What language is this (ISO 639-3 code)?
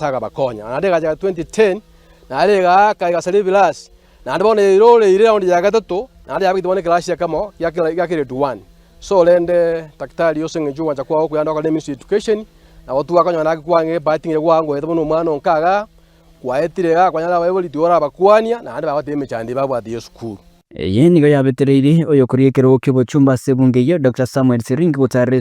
guz